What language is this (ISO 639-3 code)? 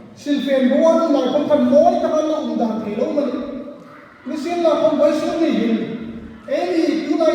hmr